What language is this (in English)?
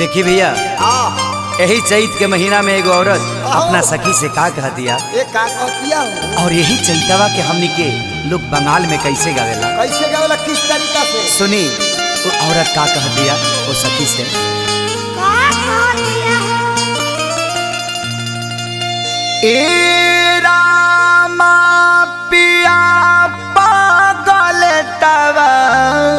Bhojpuri